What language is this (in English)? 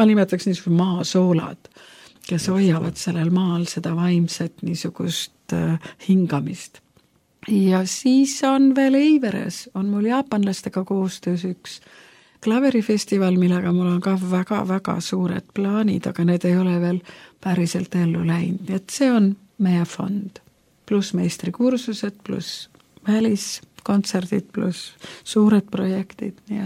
Estonian